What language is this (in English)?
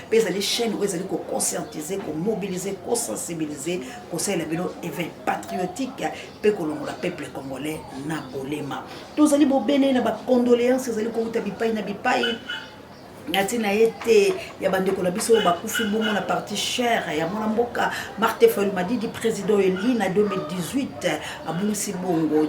Lingala